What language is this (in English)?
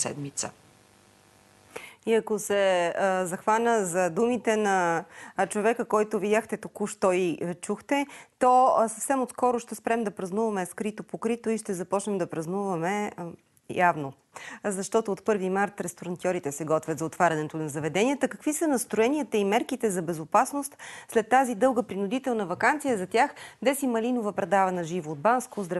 Bulgarian